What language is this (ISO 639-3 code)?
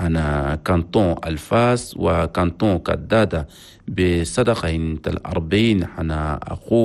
shu